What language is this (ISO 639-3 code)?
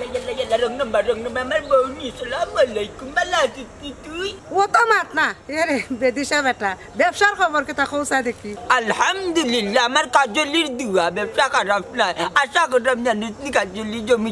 syl